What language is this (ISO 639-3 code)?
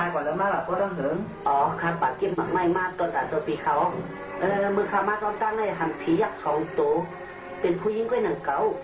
shn